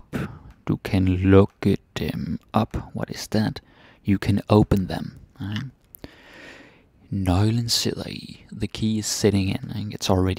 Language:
Danish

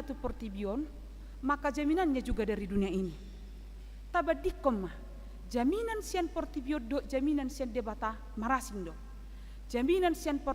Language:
Batak Toba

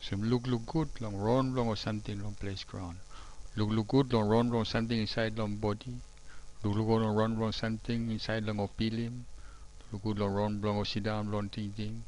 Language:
Tok Pisin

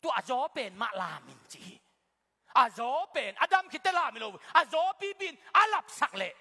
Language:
Tedim Chin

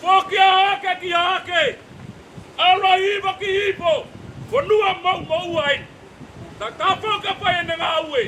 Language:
Tongan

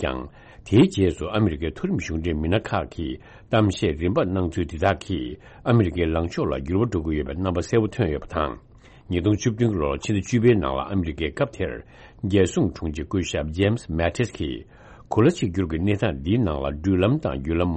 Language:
Tibetan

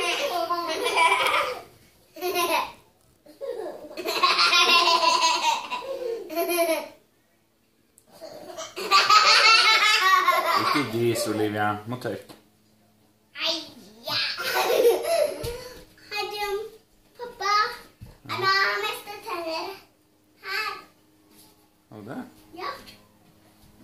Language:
Norwegian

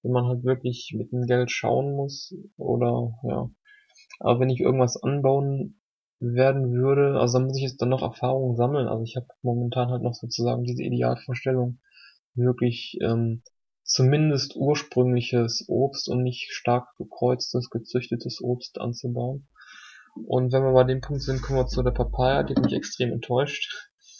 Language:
German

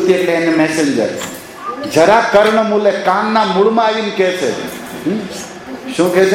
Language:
Gujarati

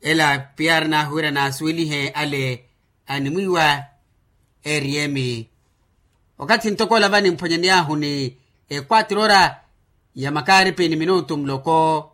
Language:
Makhuwa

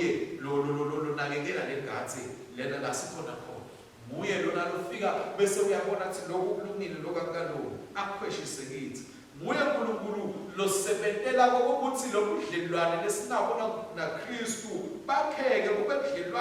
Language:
Swati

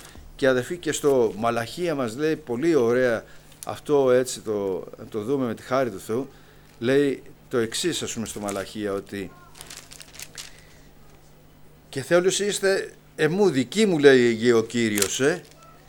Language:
Greek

